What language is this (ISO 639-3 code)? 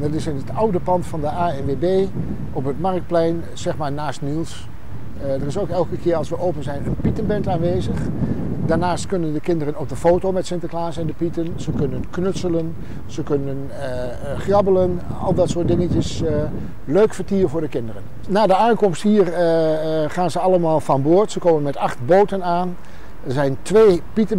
nld